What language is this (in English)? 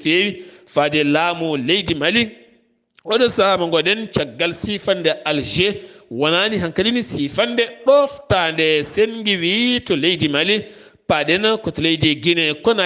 Fula